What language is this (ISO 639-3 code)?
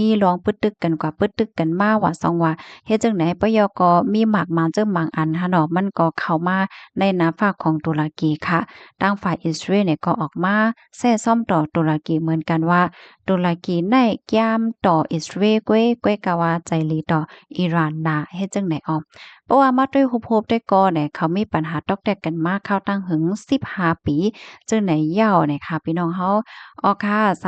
shn